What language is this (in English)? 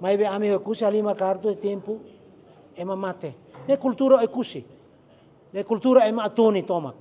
Tetum